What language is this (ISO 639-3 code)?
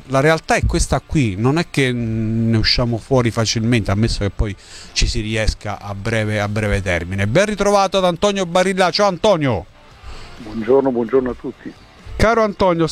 ita